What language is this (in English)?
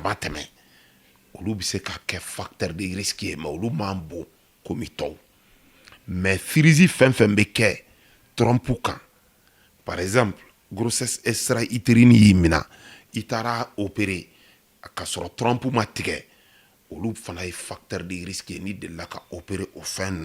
Bambara